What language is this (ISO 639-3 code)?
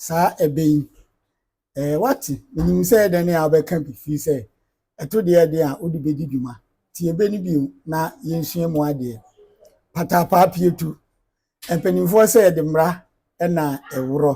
aka